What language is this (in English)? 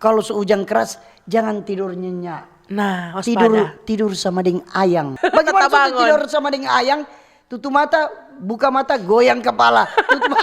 Manado Malay